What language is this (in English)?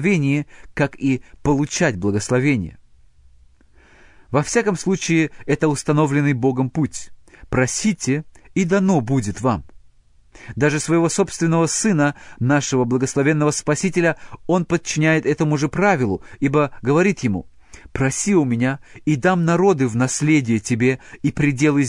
Russian